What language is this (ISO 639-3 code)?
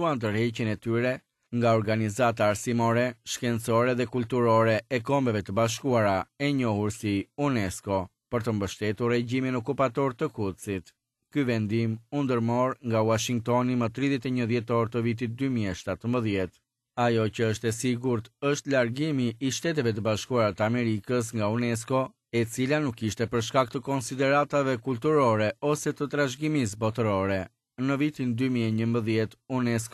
sqi